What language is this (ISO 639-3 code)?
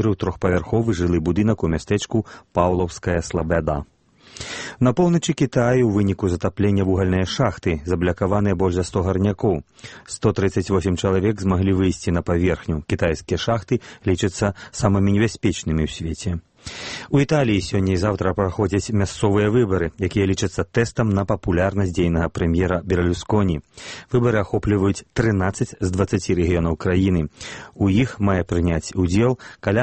bel